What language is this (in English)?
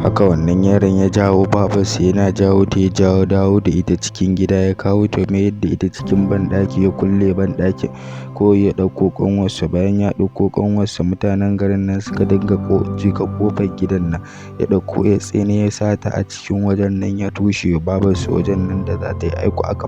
Hausa